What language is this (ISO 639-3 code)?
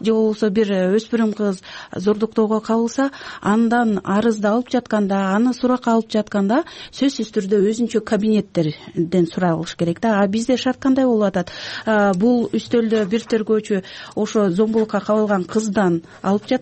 kir